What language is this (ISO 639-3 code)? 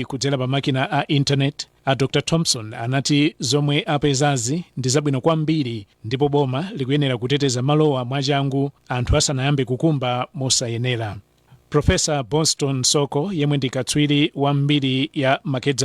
nya